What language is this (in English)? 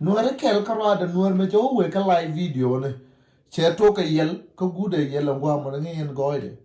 Nuer